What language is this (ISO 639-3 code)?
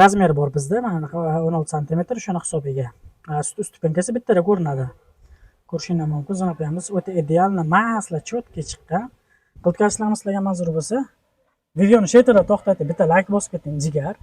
uzb